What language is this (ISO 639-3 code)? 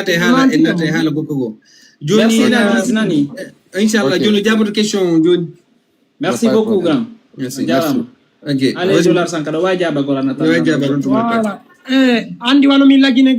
ful